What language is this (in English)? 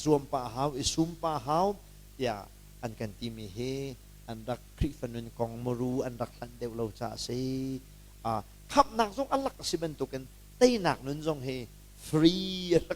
Hakha Chin